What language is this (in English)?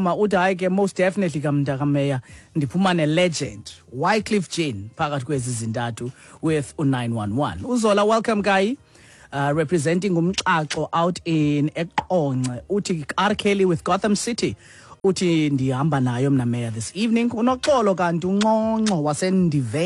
Xhosa